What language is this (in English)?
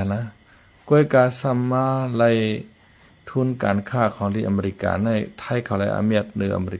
Shan